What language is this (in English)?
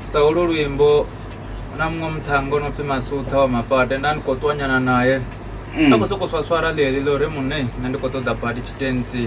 Venda